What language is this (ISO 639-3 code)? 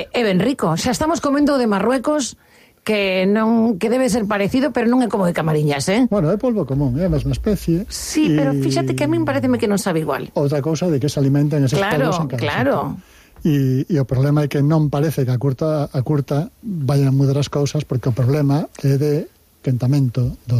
glg